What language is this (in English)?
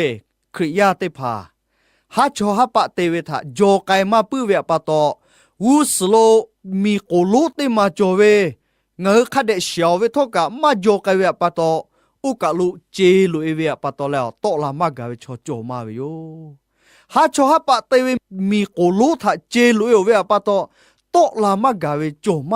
Lahu